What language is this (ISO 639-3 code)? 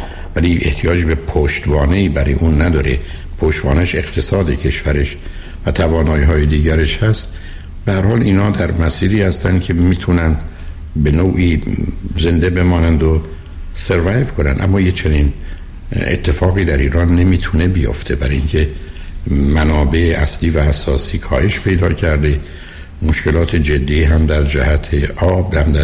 fas